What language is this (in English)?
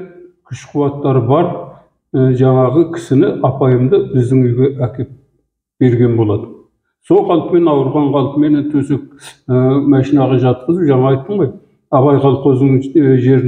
Kazakh